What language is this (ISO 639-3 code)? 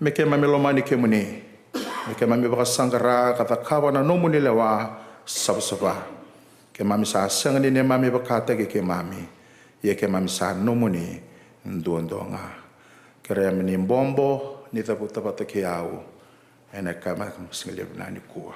fij